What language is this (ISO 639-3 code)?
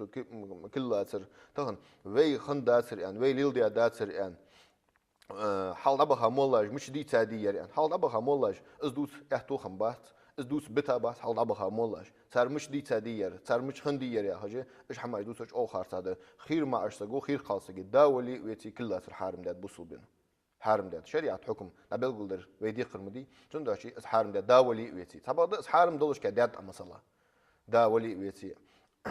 inh